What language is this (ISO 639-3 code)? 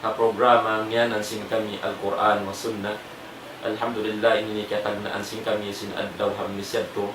tsg